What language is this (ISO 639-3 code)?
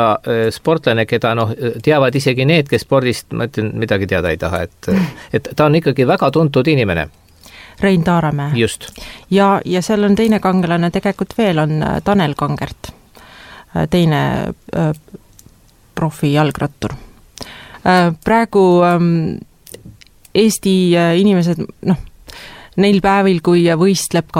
est